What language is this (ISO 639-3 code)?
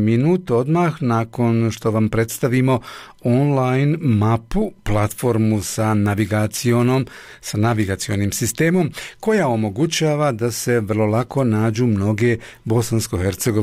bos